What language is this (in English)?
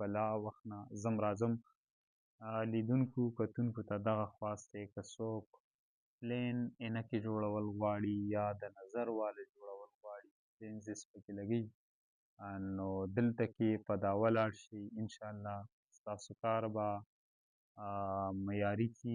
Pashto